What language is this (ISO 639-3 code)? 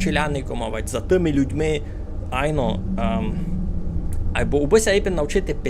rue